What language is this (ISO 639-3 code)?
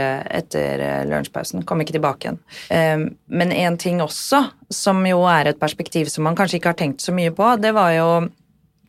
nor